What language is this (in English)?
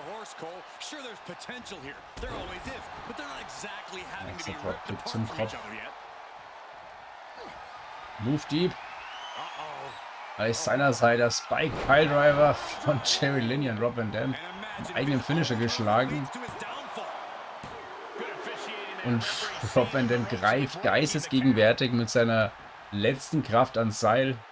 German